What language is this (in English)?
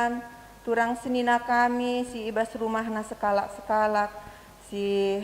Batak Karo